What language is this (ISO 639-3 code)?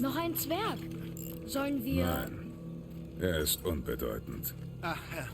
bar